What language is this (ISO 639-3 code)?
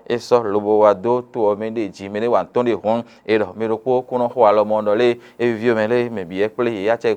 fon